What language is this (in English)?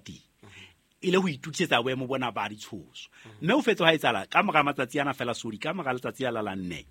Southern Sotho